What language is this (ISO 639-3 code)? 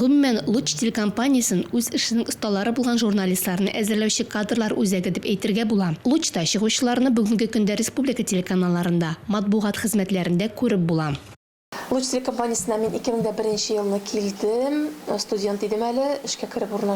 tat